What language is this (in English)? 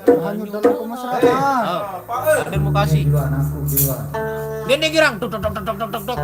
Sasak